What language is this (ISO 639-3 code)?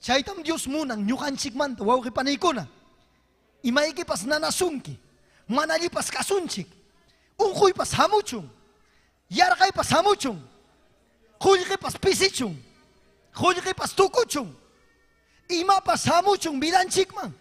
quy